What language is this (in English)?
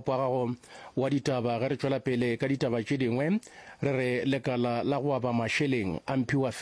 Northern Sotho